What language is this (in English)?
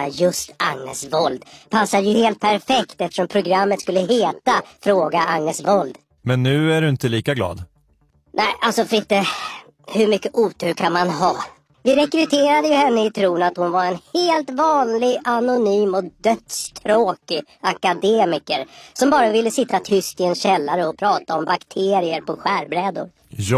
Swedish